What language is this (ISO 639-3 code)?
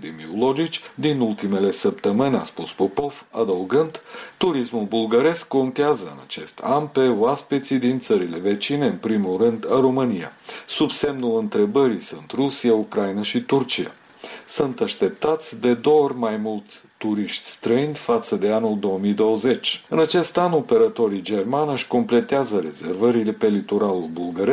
ron